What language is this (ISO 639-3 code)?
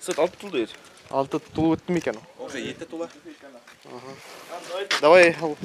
bak